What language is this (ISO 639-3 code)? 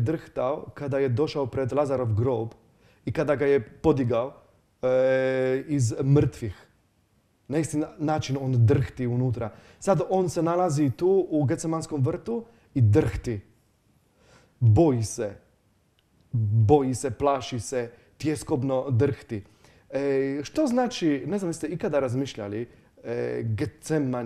hrv